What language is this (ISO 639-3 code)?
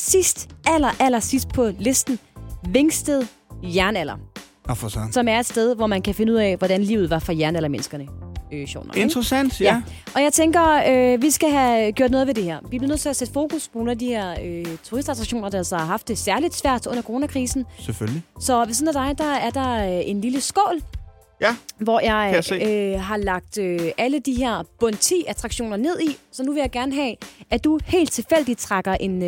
dan